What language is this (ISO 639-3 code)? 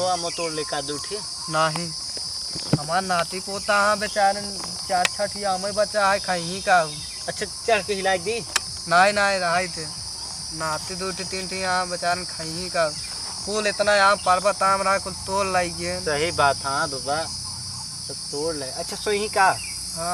awa